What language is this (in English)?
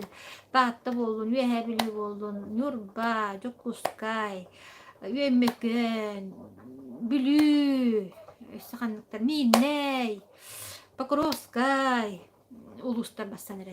Yakut